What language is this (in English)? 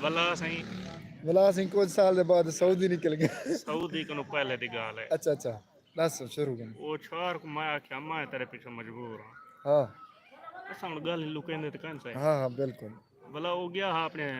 Saraiki